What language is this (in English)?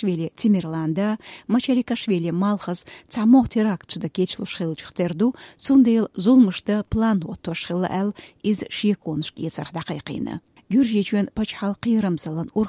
Chechen